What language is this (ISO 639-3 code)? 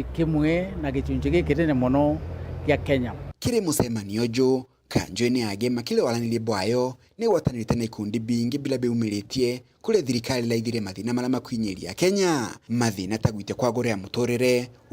mer